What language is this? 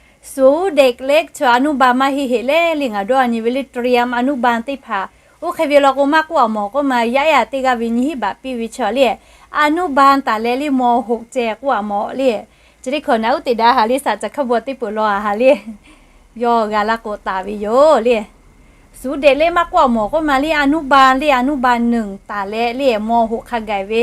Lahu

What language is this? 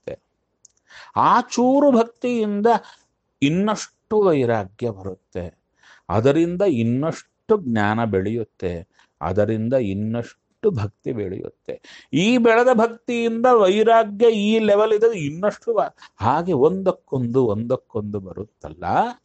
Kannada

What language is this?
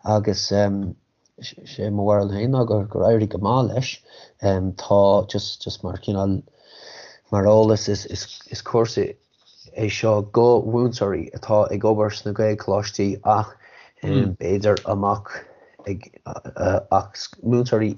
Irish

